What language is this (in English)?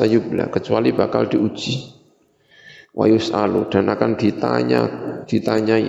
Indonesian